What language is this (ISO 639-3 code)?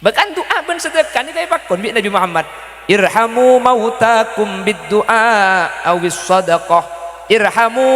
mad